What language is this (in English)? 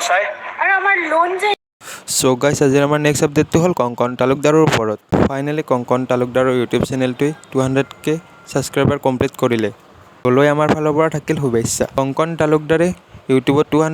Assamese